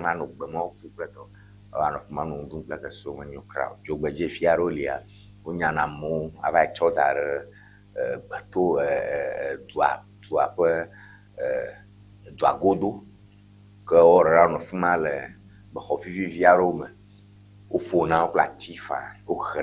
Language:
Ewe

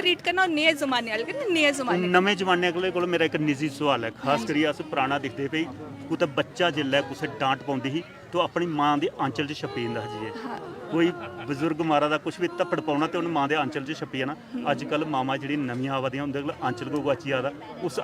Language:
Dogri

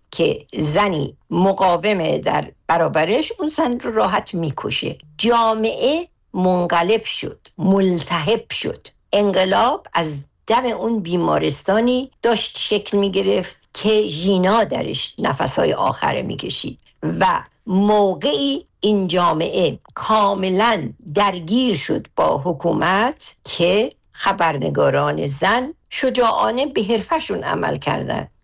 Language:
Persian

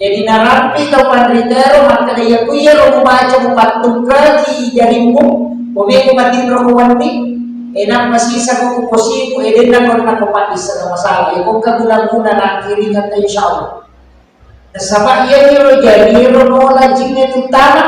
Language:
Buginese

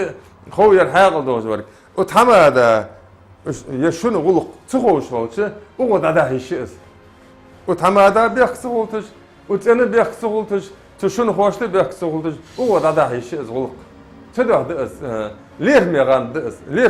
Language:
Ingush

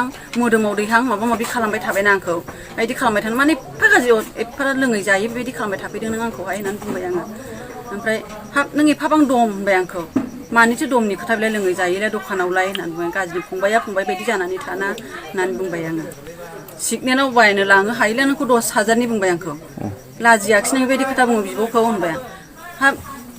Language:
Bodo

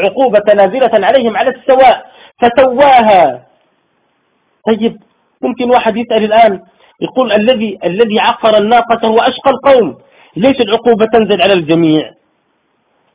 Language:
Arabic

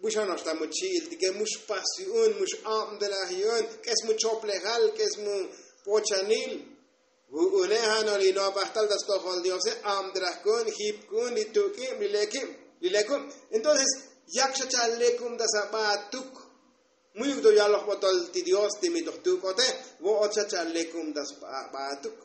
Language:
Tzotzil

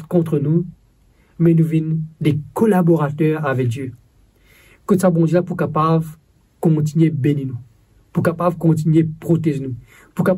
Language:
Morisyen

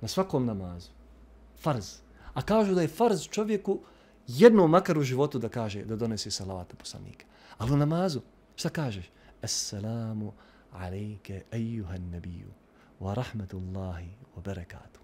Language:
Bosnian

